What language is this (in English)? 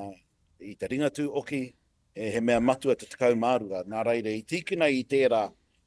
Māori